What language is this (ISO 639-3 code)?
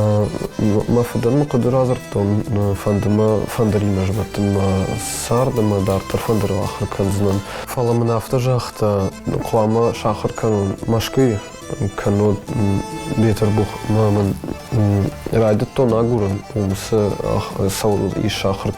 oss